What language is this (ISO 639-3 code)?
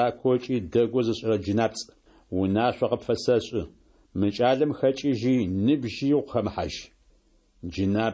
ady